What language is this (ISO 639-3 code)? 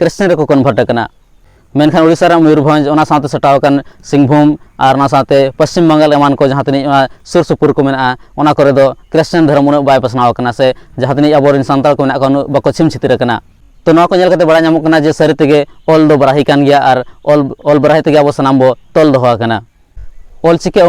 sat